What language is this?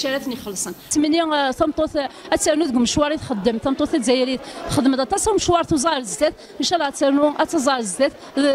Kabyle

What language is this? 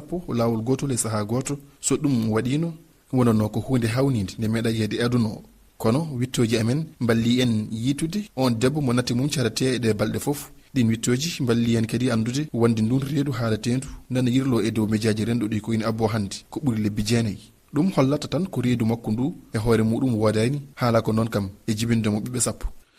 Fula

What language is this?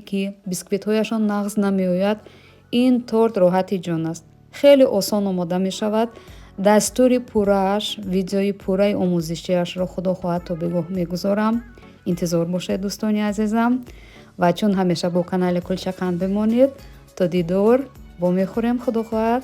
Tajik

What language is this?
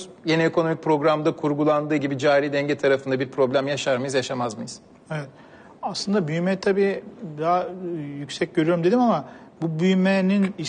Turkish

